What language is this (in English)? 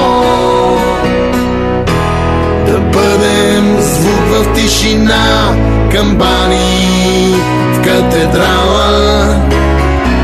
Bulgarian